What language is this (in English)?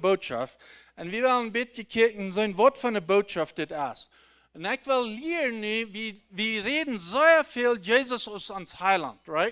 Plautdietsch